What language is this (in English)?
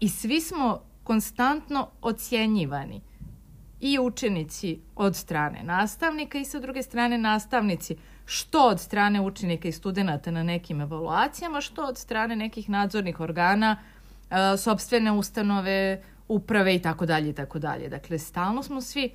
Serbian